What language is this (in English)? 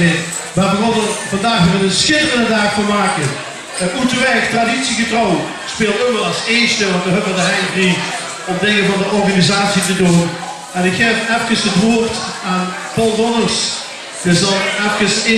Limburgish